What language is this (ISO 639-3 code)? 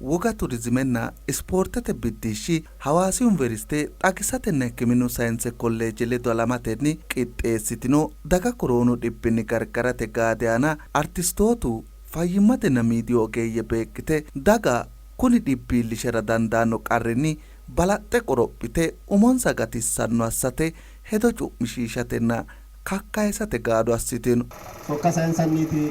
sid